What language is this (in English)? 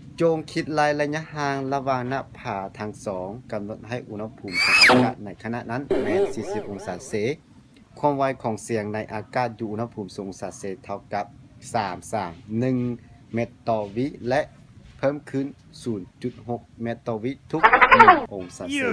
Lao